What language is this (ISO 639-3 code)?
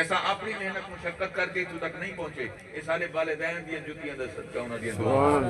skr